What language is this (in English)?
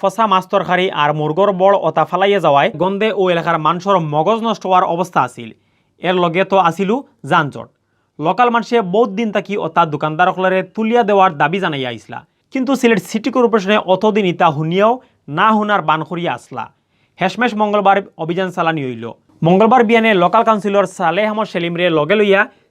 Sylheti